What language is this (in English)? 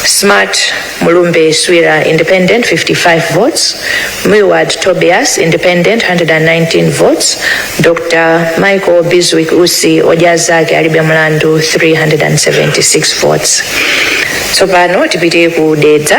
Nyanja